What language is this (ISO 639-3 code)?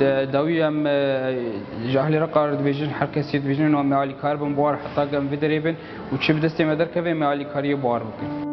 kur